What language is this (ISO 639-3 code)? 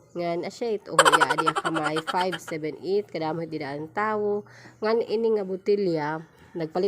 war